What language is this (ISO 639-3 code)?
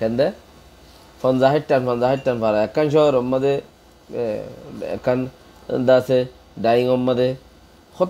rhg